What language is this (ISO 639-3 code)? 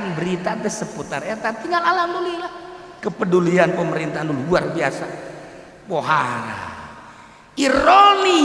sun